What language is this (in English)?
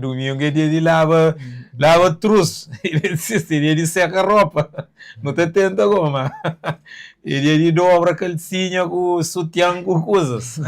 Kabuverdianu